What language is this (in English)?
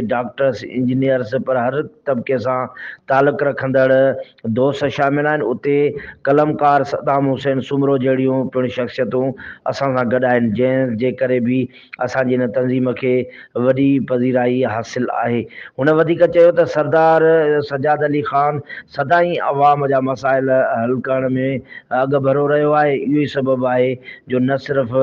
Sindhi